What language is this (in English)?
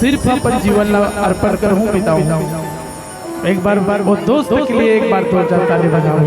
Chhattisgarhi